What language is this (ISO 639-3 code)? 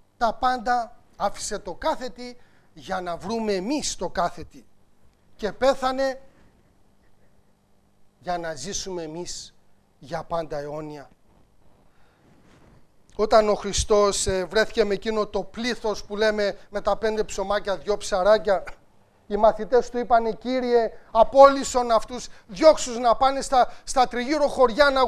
ell